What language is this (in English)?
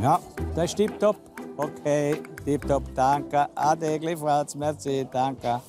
Romansh